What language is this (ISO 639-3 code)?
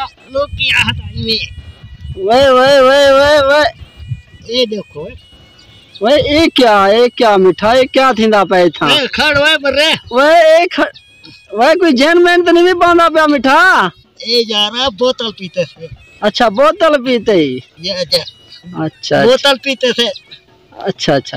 skr